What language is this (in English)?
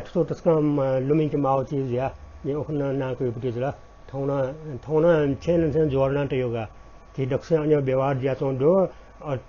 Newari